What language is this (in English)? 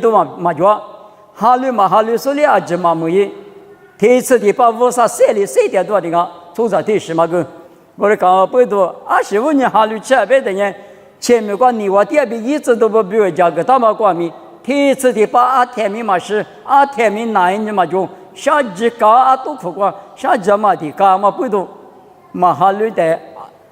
Lisu